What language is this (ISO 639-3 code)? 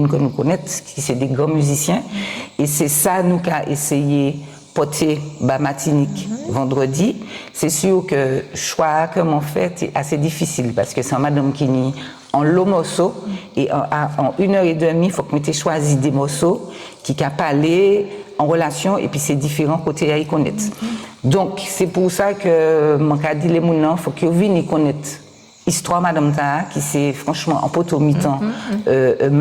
gcf